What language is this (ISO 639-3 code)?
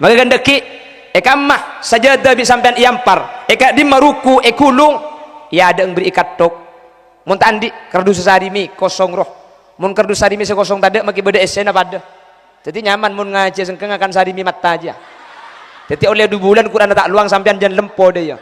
mad